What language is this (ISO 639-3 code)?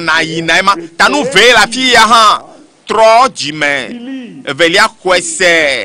ewe